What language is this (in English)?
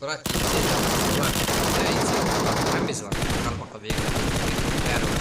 Kara-Kalpak